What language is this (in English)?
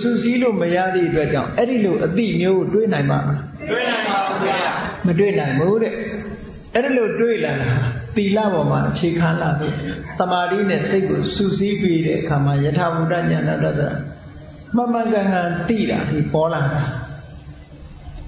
Burmese